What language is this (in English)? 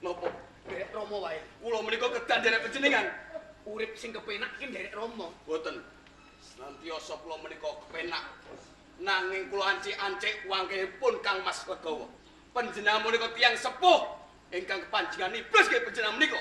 Javanese